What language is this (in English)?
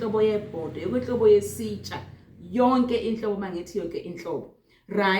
Zulu